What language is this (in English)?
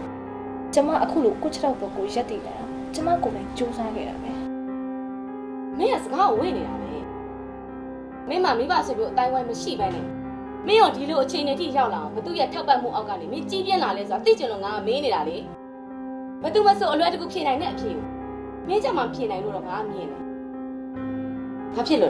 Burmese